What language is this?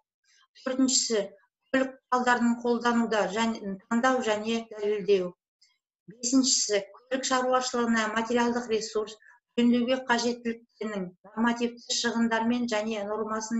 Kazakh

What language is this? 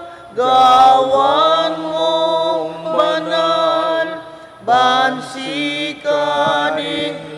Pampanga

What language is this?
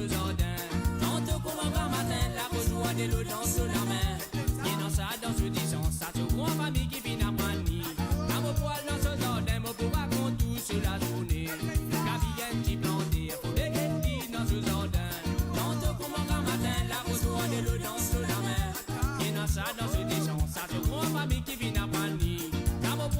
Morisyen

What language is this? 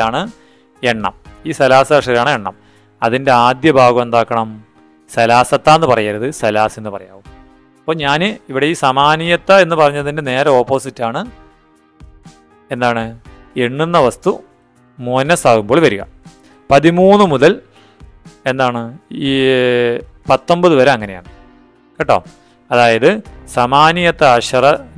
Malayalam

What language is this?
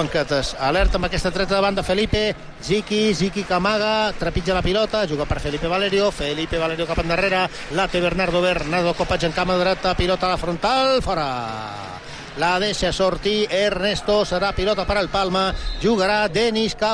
Catalan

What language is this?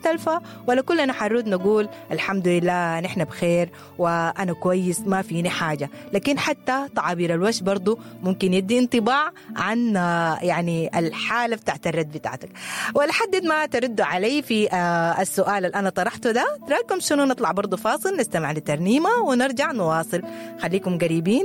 Sudanese Arabic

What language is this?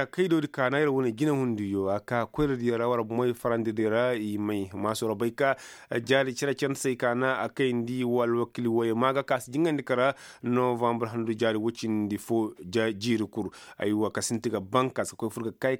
Koyraboro Senni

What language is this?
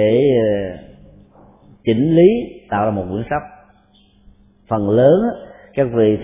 Vietnamese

